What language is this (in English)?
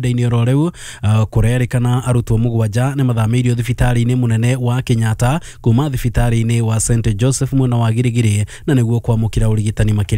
Kikuyu